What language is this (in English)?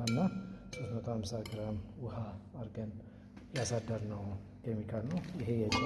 Amharic